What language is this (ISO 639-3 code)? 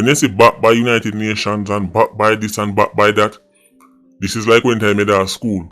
jam